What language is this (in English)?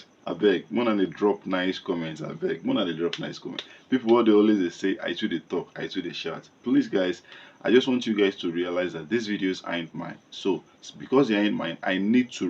Nigerian Pidgin